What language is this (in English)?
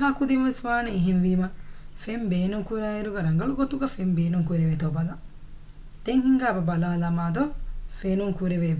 Divehi